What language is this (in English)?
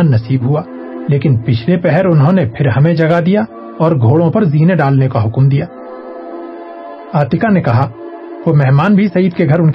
Urdu